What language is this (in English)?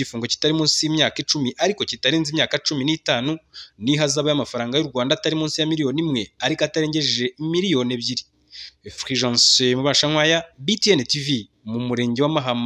Kinyarwanda